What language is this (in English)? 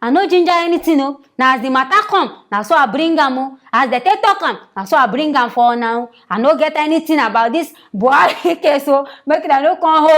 Nigerian Pidgin